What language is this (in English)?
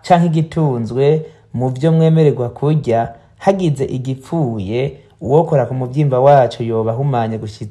Rundi